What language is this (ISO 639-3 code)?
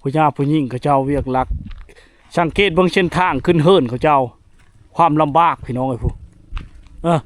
lao